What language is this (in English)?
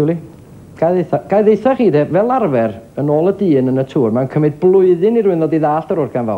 Welsh